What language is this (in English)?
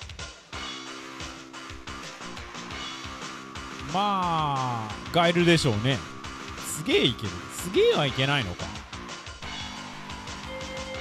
Japanese